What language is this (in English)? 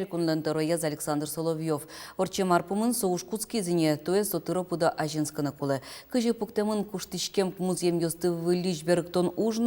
Udmurt